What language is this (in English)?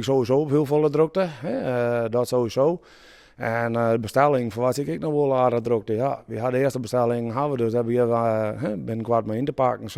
Western Frisian